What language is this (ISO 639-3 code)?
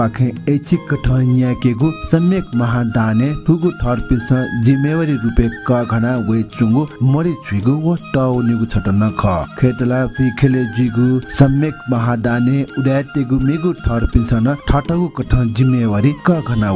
new